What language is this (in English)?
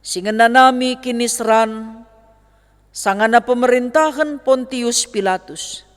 Batak Karo